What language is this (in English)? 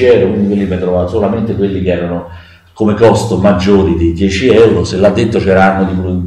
Italian